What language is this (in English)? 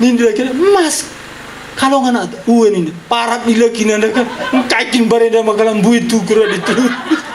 Batak Karo